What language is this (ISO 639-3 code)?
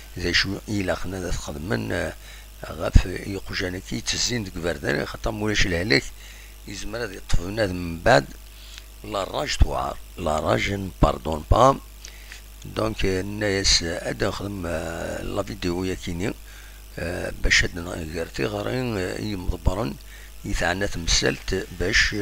kab